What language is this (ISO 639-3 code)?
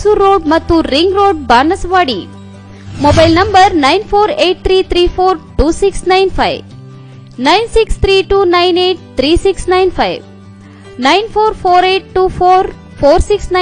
kan